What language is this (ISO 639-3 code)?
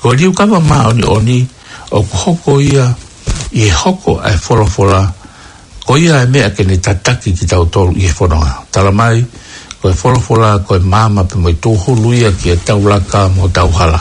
ton